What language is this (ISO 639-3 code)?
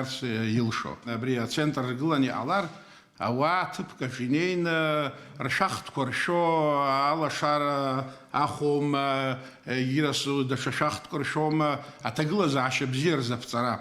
abk